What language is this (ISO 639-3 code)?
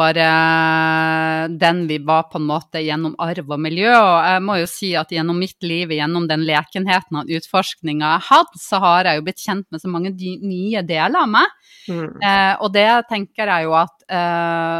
nor